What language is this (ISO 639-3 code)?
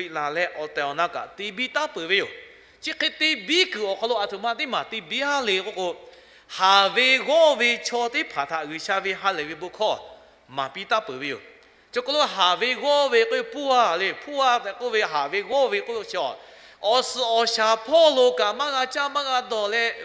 lhu